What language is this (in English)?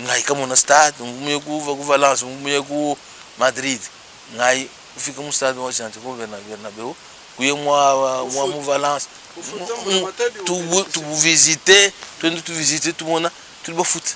Luba-Lulua